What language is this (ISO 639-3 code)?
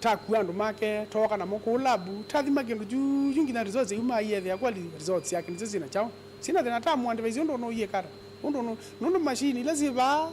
kam